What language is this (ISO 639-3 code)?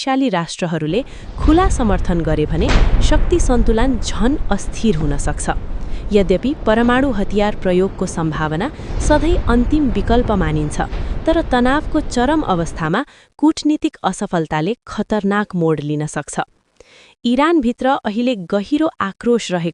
nep